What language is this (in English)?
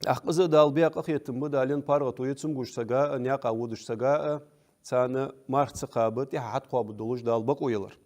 Ingush